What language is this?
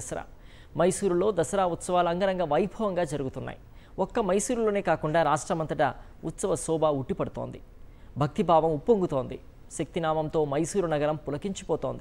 Telugu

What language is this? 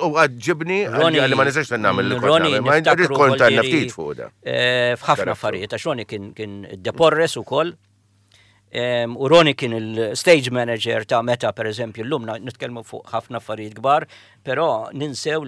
Maltese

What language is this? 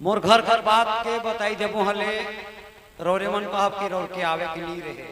Sadri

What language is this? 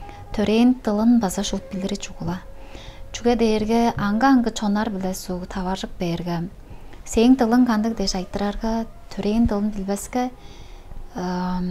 Tuvinian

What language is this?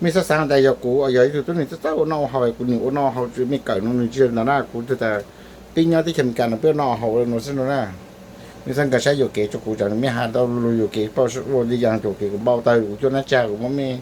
Hmong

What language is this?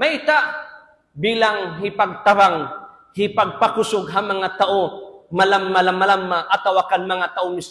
Tausug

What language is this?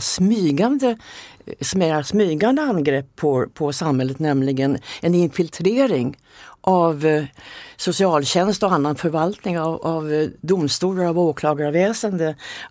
Swedish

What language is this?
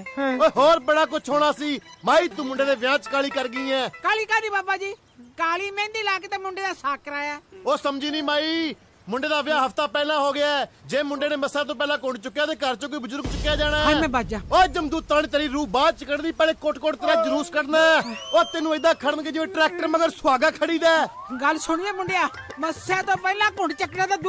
Punjabi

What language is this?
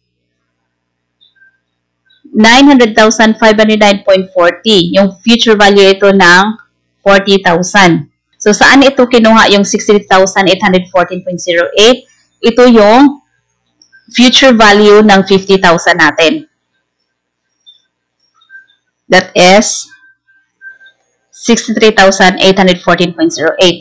Filipino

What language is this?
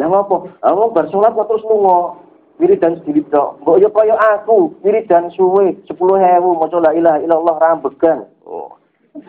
Javanese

